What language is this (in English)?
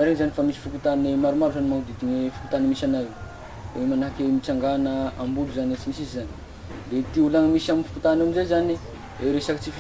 Malagasy